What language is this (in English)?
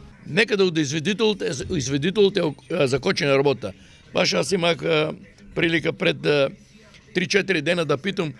Macedonian